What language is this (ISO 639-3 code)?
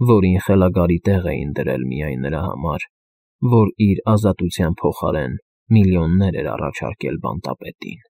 hye